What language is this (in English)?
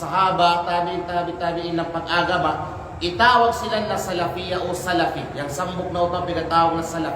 Kalagan